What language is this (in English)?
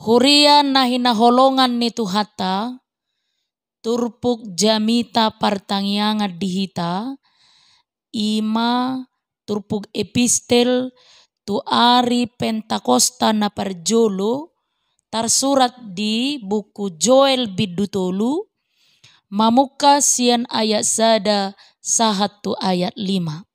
Batak Toba